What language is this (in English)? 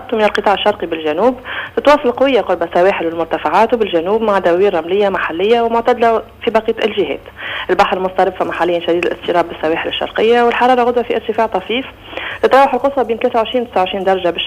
Tunisian Arabic